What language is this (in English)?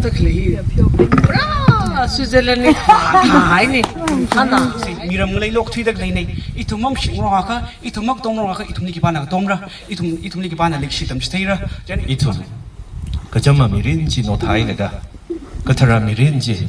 Tangkhul Naga (India)